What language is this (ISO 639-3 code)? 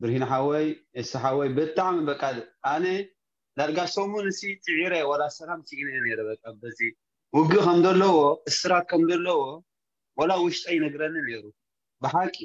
tir